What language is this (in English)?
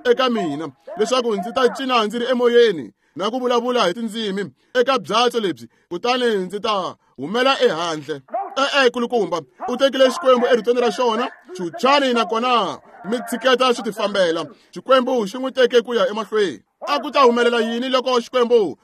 Tsonga